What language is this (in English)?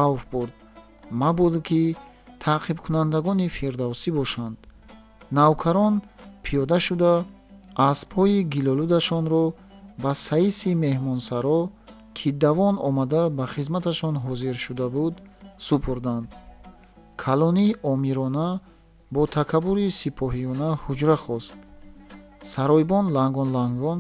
Tajik